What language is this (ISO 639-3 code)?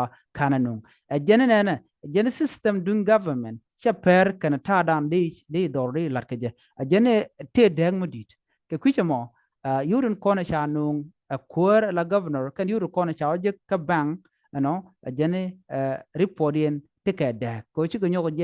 nus